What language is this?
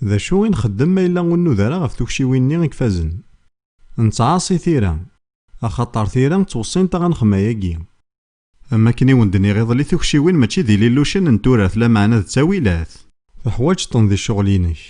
Kabyle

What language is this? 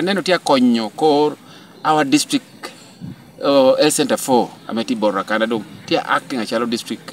Lango (Uganda)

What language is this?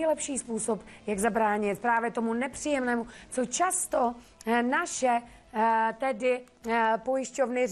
Czech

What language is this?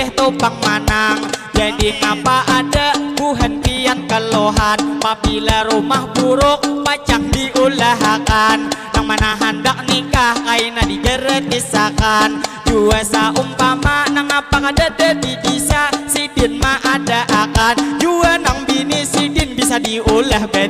Banjar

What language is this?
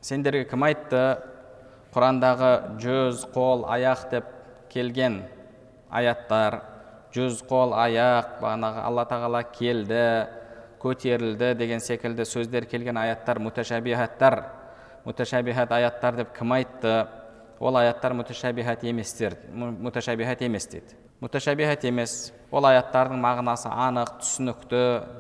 Kazakh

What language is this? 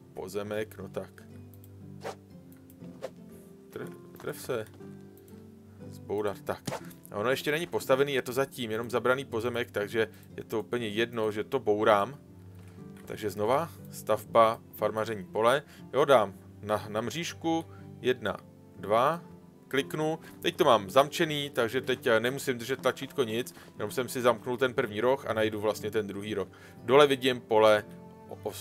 Czech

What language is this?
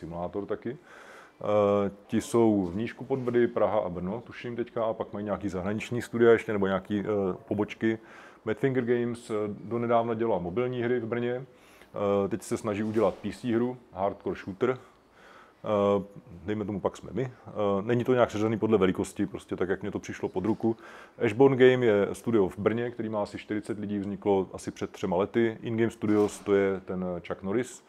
Czech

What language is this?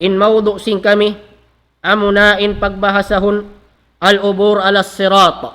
Tausug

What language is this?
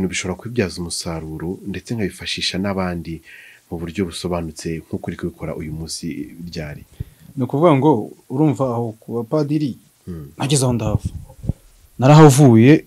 Kinyarwanda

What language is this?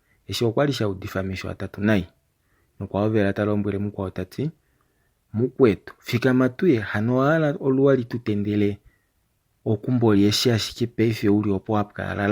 Kuanyama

